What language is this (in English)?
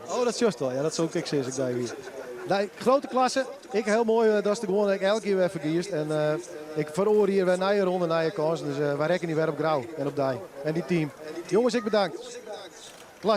Western Frisian